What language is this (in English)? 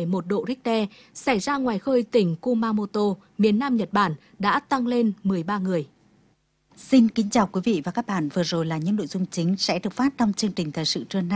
Vietnamese